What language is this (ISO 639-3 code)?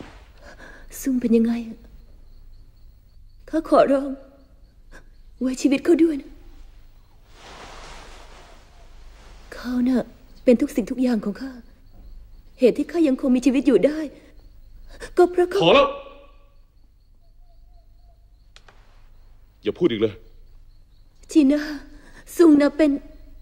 tha